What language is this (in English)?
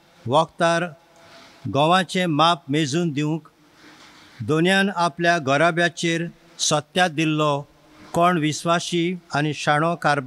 Konkani